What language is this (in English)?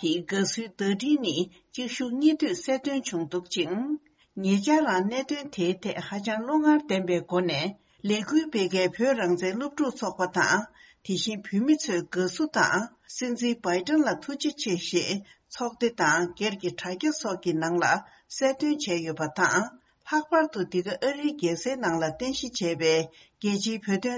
Tibetan